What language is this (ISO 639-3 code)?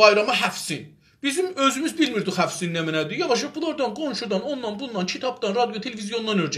azb